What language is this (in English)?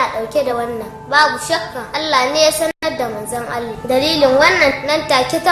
Hausa